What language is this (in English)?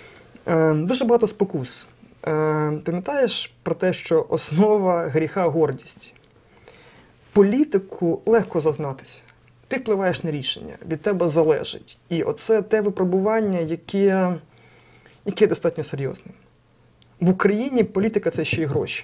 Ukrainian